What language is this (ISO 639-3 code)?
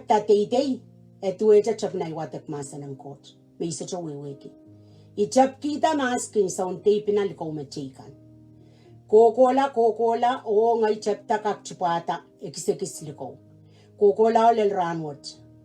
pon